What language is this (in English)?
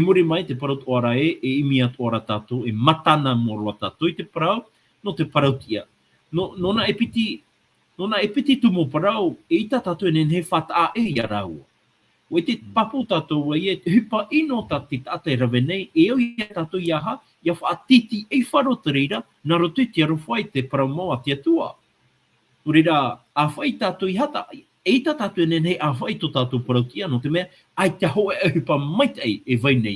Tahitian